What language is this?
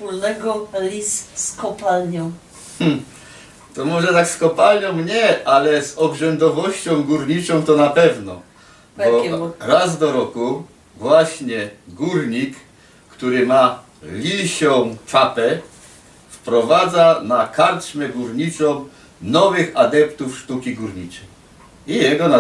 Silesian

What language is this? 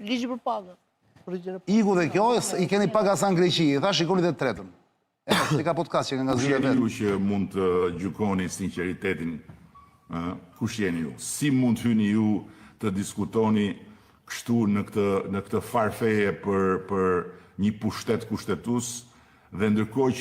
Albanian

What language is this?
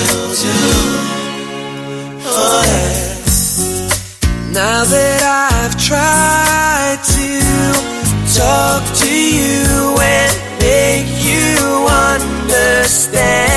Portuguese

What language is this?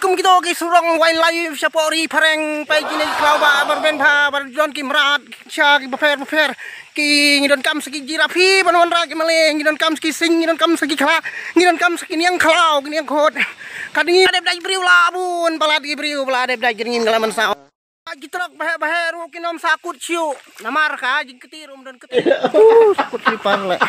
Khasi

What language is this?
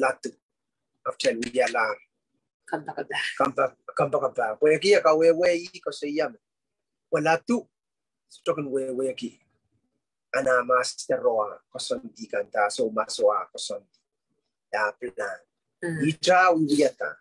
Pohnpeian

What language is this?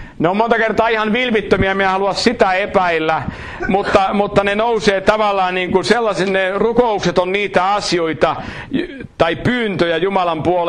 Finnish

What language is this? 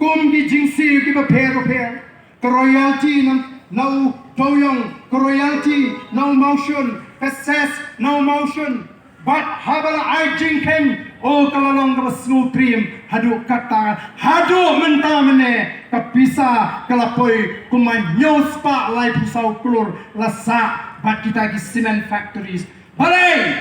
Khasi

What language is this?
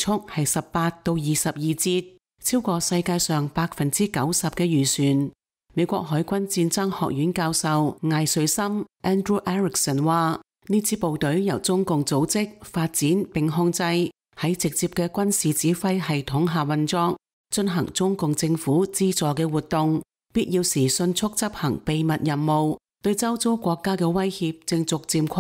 Cantonese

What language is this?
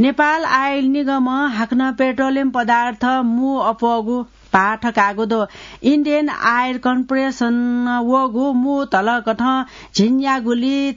Newari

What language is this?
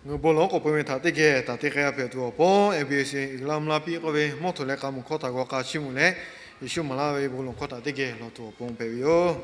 Lahu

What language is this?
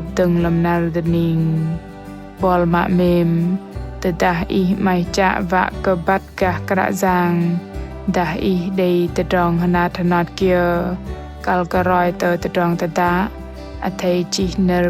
Bahnar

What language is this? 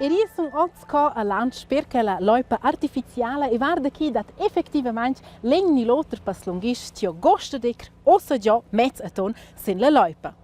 Romansh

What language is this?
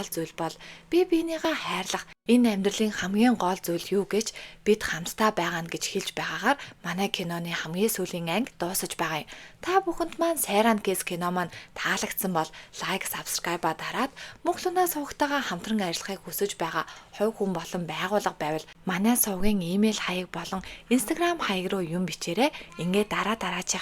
Mongolian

